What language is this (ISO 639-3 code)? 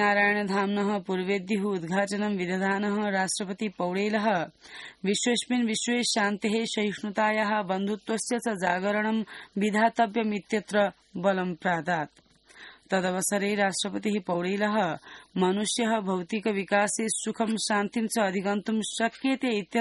san